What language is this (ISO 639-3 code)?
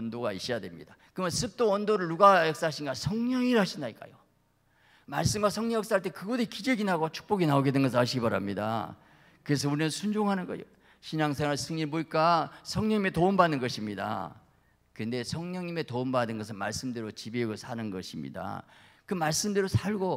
kor